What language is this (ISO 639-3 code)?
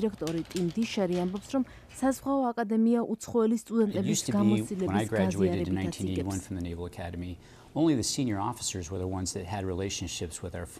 kat